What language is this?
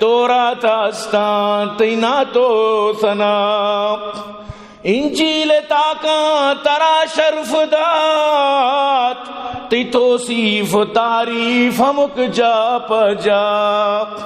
Eastern Balochi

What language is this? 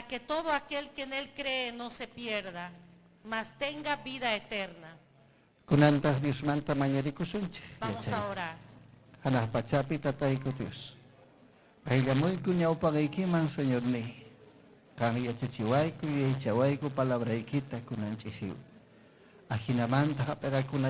Ayacucho Quechua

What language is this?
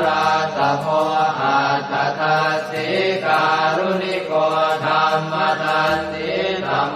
Pali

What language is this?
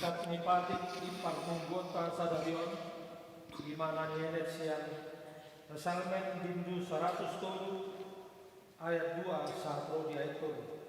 Batak Toba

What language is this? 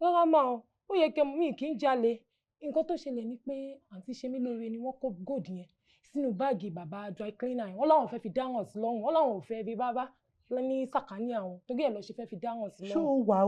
Yoruba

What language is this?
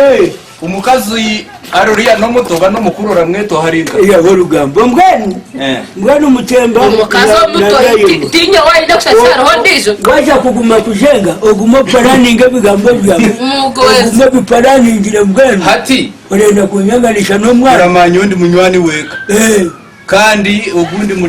Nyankole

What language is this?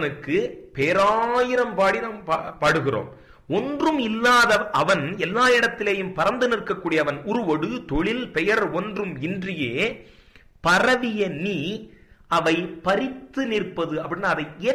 Tamil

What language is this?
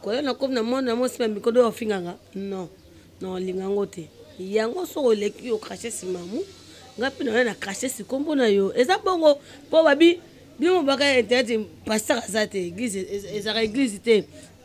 Lingala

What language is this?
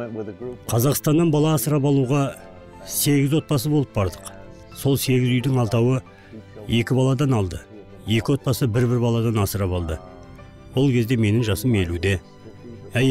Kazakh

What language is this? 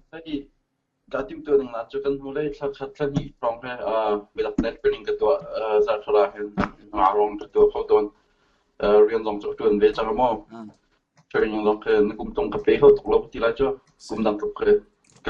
Hakha Chin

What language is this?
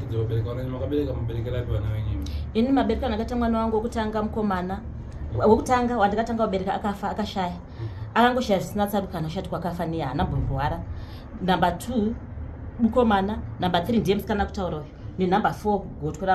Shona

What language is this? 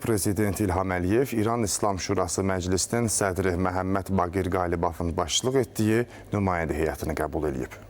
Azerbaijani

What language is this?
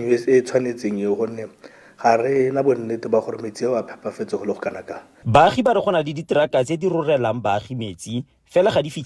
Tswana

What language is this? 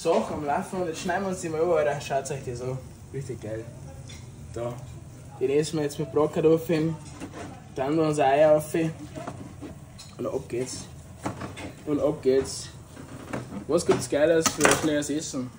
Bavarian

